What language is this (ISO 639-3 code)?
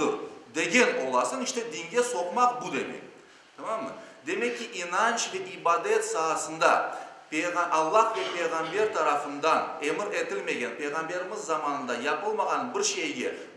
crh